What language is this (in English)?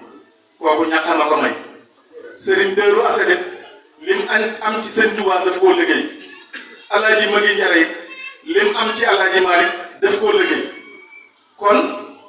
Wolof